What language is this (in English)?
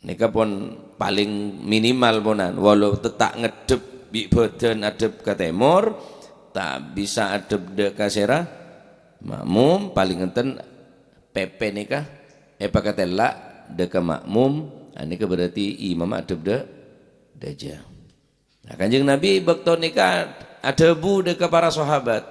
Madurese